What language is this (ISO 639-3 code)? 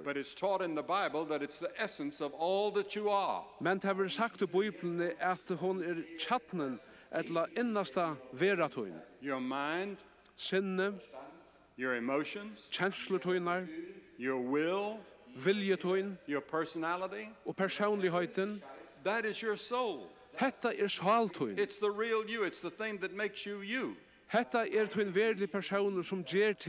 fao